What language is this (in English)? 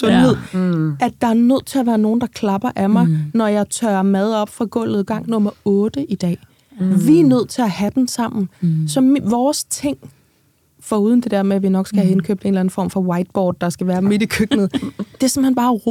Danish